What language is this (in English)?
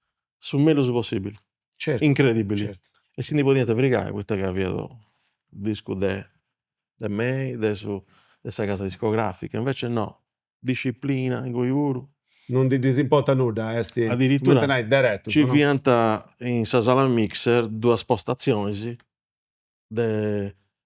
Sardinian